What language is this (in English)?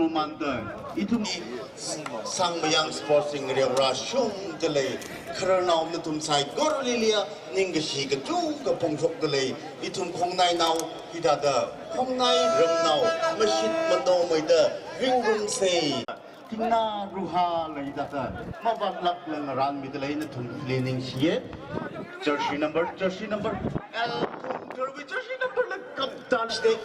Tangkhul Naga (India)